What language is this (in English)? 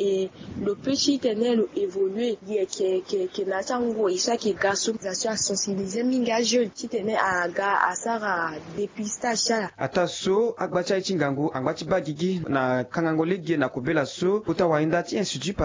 Sango